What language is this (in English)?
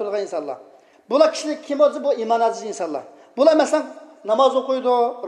Uyghur